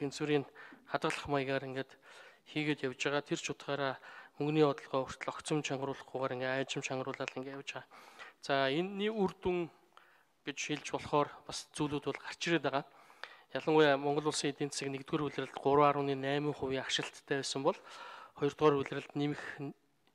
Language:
Mongolian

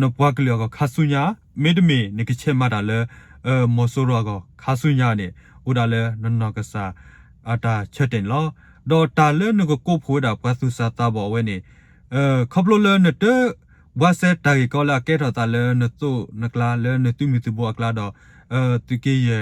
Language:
S'gaw Karen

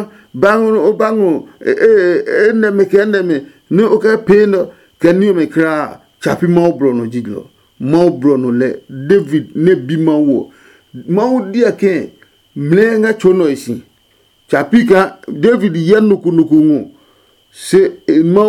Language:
Adangme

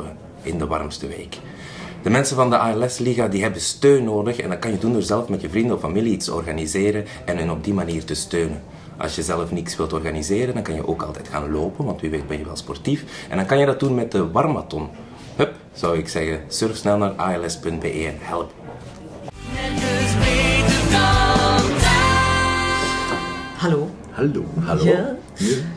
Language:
Dutch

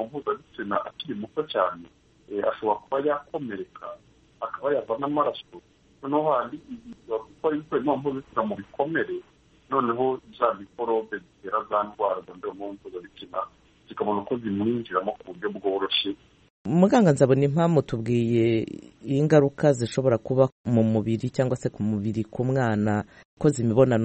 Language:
Kinyarwanda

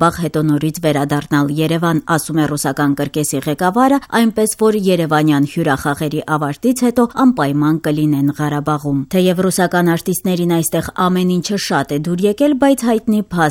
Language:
Armenian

